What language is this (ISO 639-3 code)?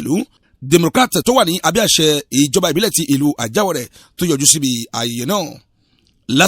yor